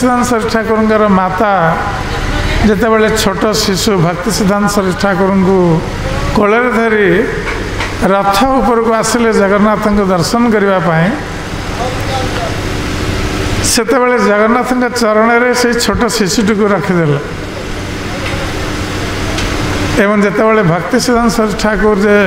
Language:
Odia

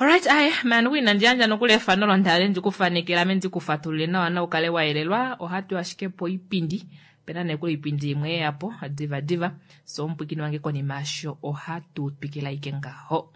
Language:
Kuanyama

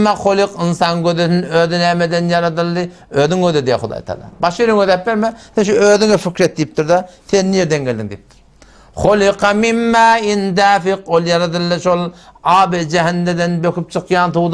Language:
Turkmen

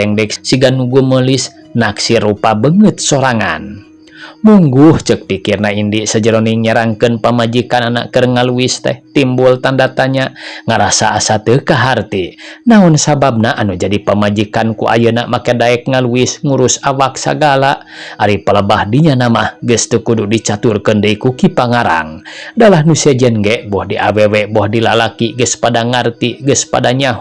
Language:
Sundanese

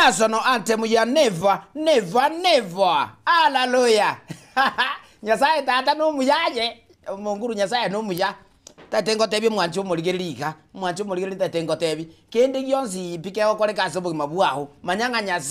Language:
Gusii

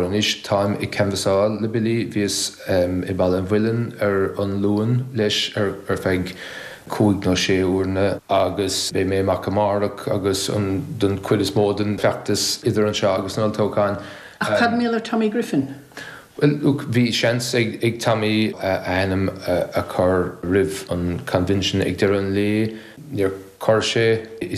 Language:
Irish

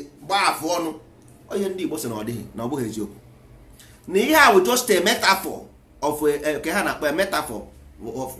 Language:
Igbo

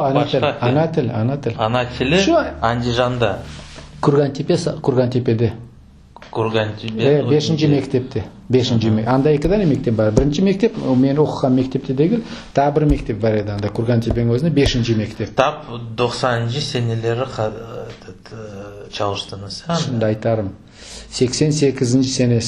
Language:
Crimean Tatar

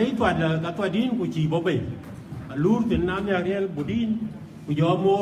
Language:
Dinka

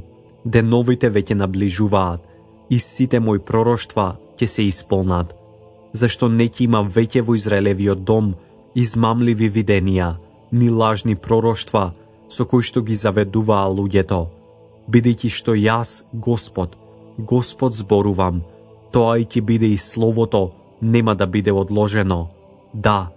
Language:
Macedonian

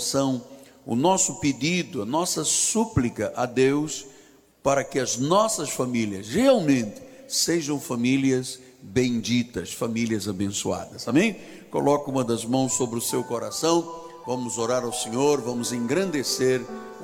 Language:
Portuguese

